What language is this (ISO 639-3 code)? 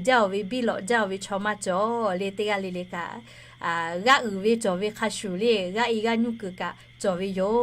lhu